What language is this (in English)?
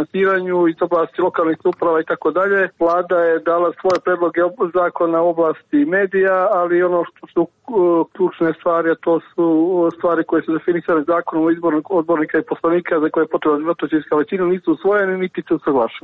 Serbian